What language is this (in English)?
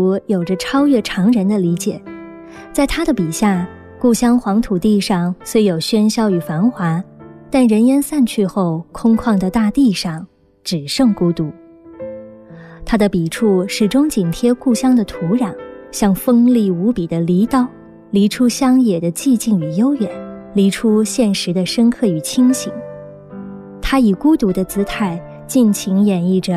Chinese